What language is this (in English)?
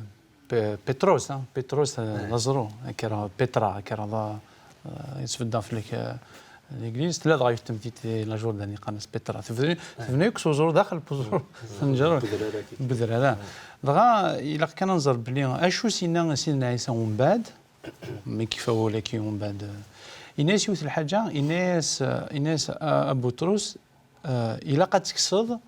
Kabyle